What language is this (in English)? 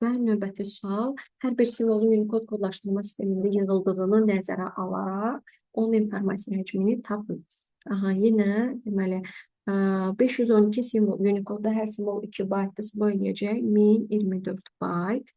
Azerbaijani